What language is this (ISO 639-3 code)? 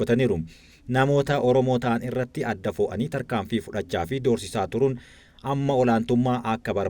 orm